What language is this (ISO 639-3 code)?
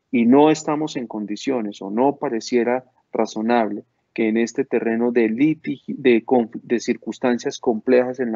spa